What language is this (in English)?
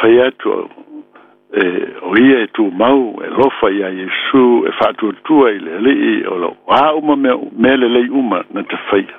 Samoan